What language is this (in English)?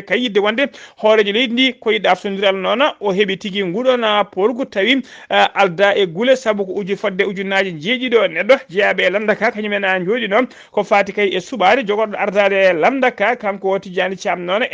Fula